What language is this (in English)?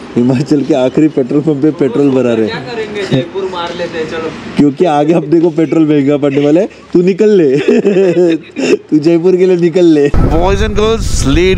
Hindi